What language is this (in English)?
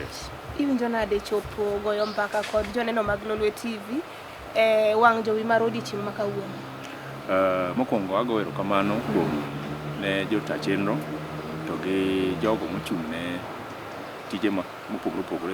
Luo (Kenya and Tanzania)